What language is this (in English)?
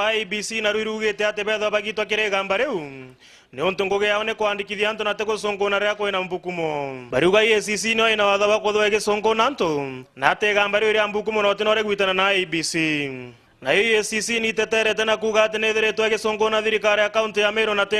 Meru